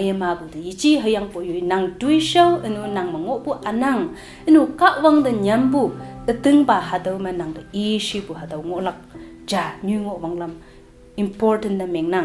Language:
Konyak Naga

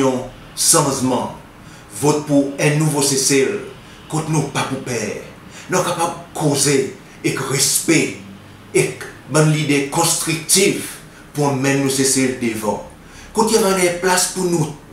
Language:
Seselwa Creole French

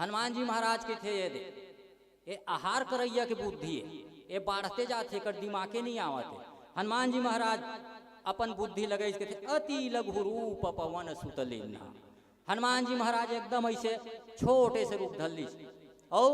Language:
Chhattisgarhi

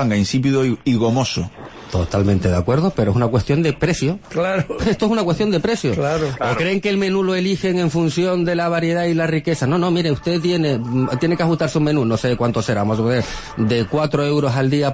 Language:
Spanish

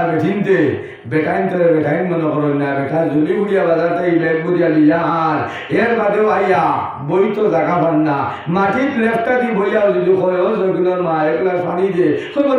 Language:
Sylheti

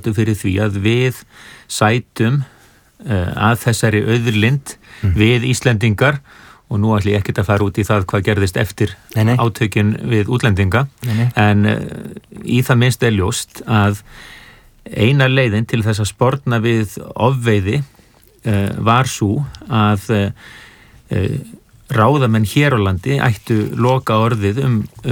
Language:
Icelandic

